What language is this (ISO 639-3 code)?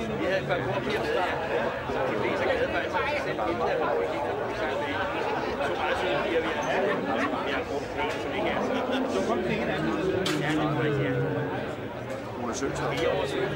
dan